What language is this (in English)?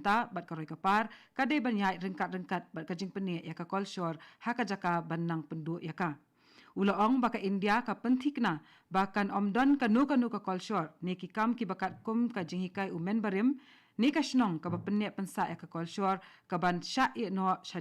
Khasi